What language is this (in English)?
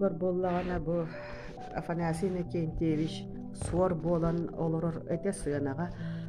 Yakut